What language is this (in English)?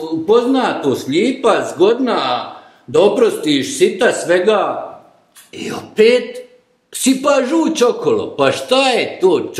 Bosnian